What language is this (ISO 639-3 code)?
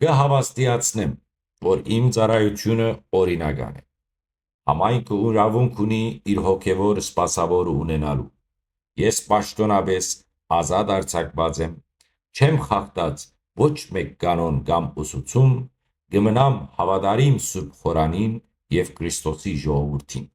hyw